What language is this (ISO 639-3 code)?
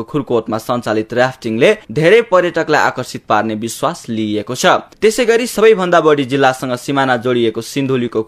nep